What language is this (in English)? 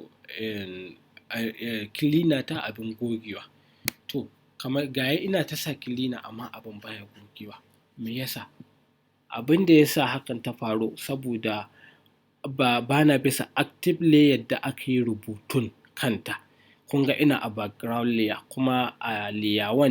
Hausa